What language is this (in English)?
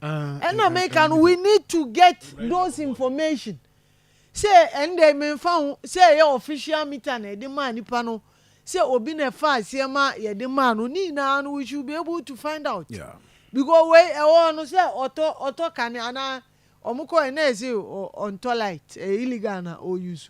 Akan